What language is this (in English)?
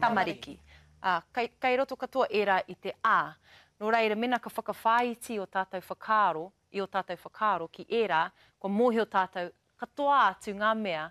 Māori